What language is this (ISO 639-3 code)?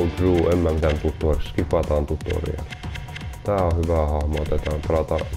fin